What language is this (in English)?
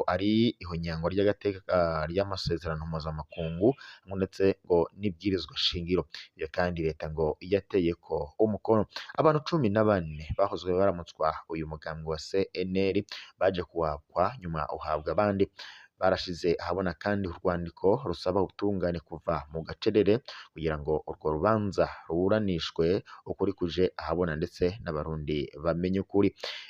Rundi